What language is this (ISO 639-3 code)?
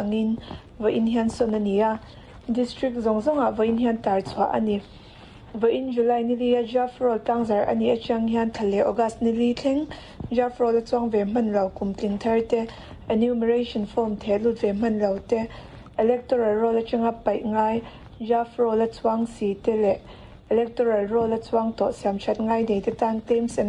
lus